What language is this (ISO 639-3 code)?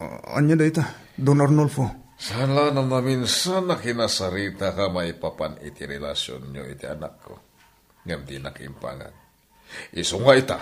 ilo